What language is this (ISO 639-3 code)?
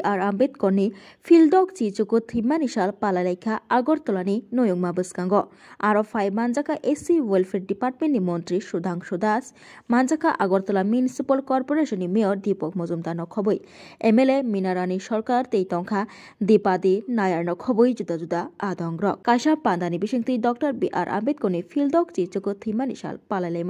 trp